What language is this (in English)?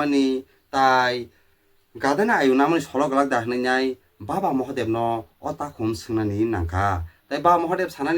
Kok Borok